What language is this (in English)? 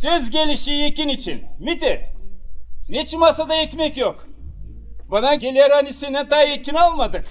Gagauz